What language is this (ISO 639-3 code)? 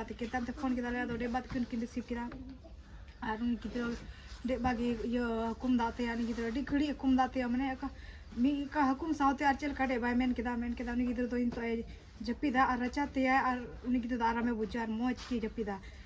sat